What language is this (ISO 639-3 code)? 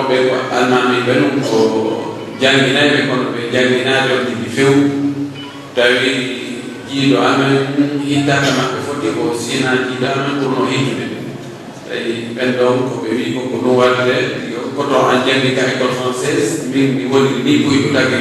fuf